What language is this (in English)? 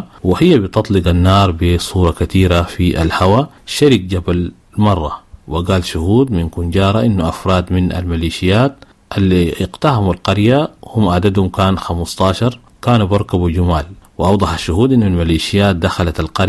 Sudanese Arabic